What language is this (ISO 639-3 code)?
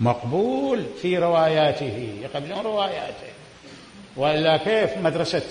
acm